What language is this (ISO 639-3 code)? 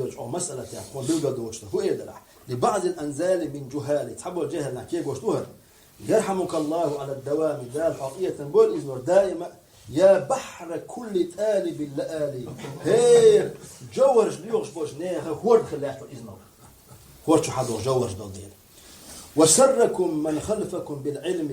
che